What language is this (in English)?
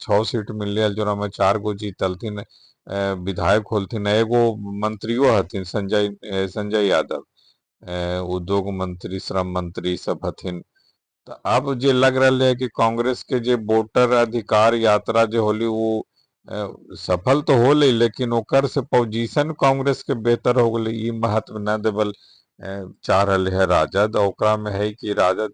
Magahi